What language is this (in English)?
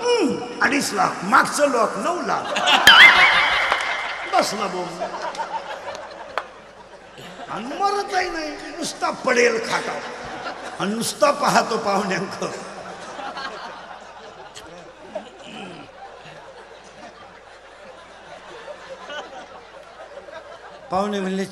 Marathi